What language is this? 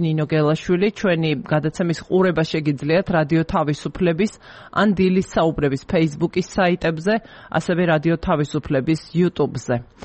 Georgian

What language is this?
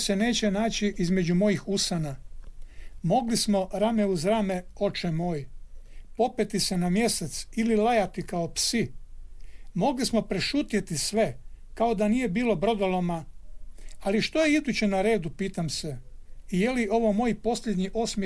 Croatian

